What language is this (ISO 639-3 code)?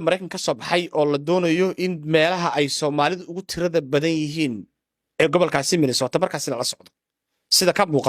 som